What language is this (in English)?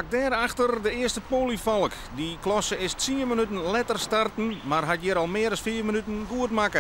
Western Frisian